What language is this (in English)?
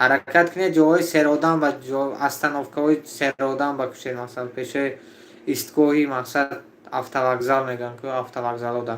Tajik